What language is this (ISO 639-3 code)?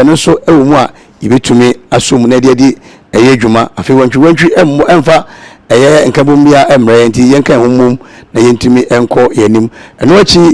aka